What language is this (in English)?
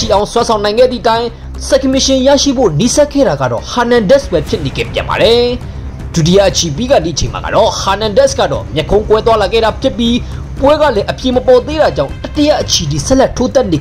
Burmese